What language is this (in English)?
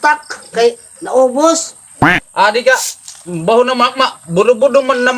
Waray